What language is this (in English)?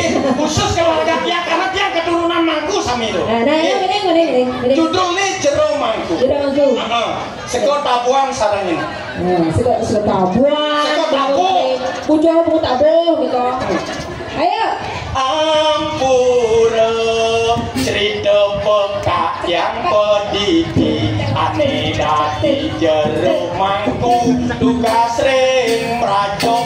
Balinese